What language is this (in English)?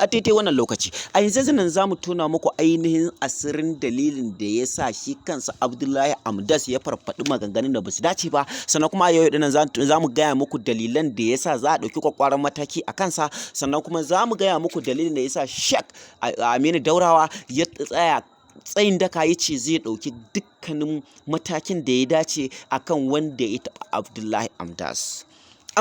Hausa